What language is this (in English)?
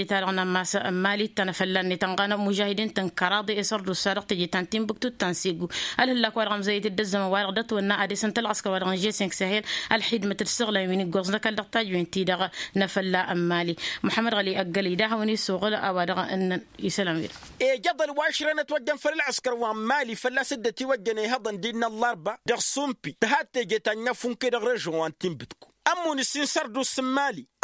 Tamasheq